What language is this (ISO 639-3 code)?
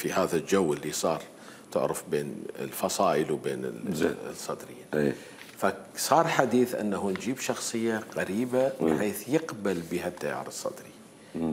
acm